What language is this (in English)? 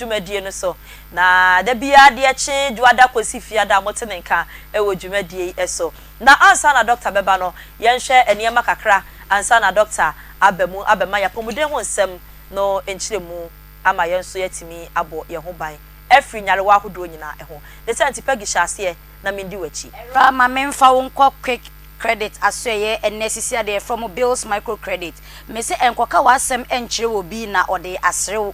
Akan